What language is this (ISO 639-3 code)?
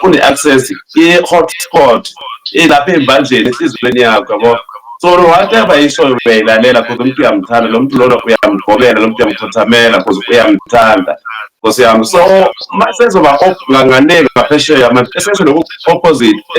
zul